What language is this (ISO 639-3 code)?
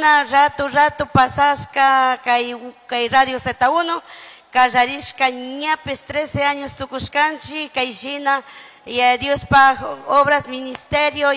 qug